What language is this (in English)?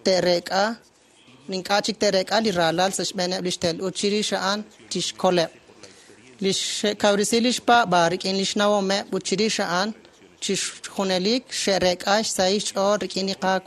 Kekchí